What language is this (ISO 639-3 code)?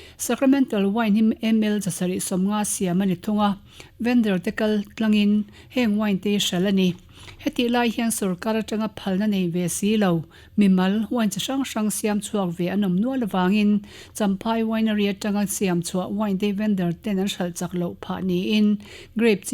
lus